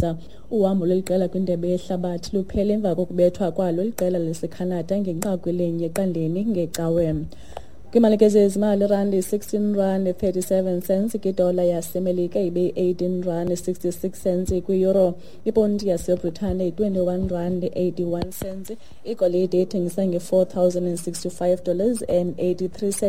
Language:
Xhosa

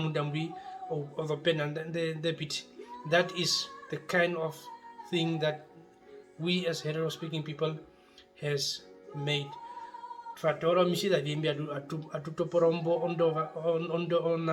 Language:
Herero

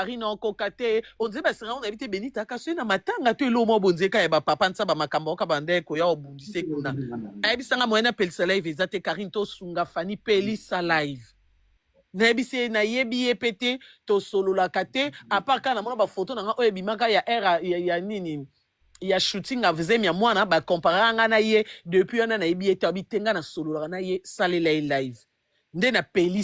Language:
Lingala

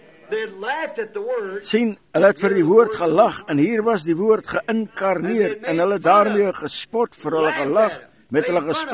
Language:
Afrikaans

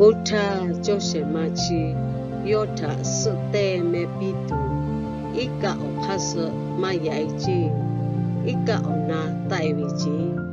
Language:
Lahu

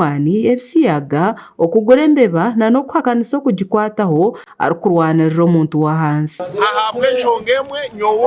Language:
Nyankole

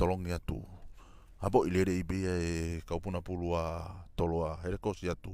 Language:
Tongan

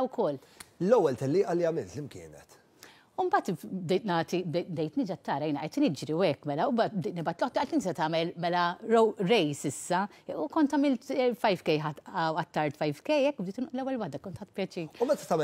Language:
Maltese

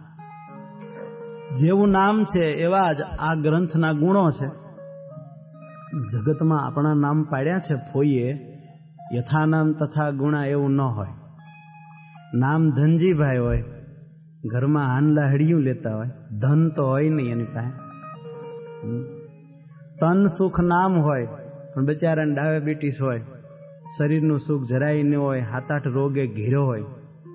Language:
Gujarati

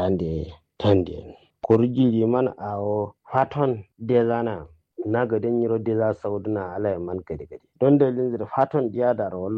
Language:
Kanuri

